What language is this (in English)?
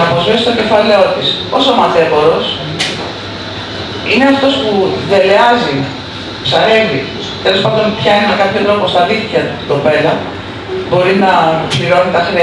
Greek